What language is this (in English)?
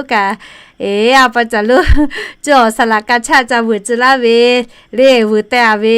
Lahu